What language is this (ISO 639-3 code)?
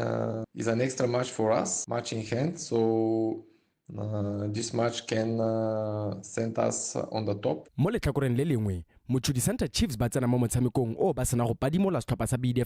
tsn